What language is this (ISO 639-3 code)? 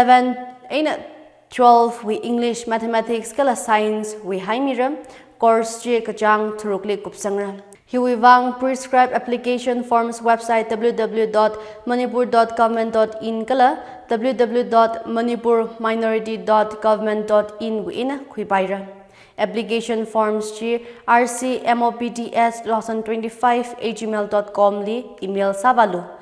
nmf